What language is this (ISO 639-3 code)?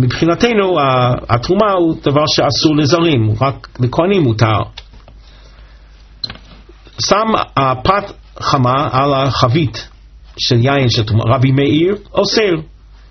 heb